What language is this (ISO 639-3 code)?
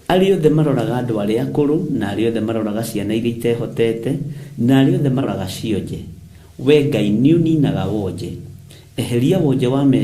kik